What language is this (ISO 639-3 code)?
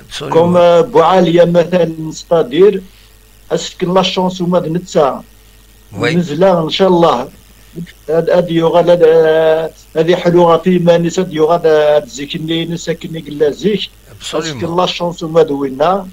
kab